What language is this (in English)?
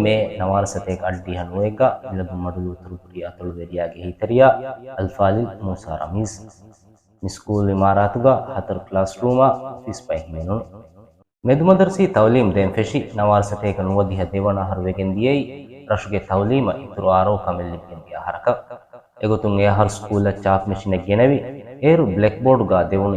Divehi